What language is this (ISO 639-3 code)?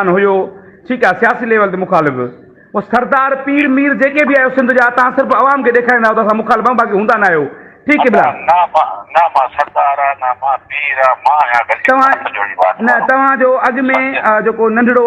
snd